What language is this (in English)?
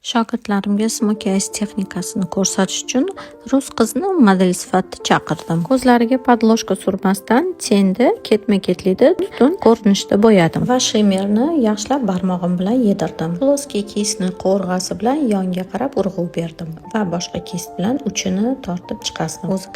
Uzbek